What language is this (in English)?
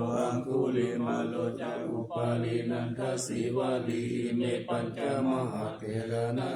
Pali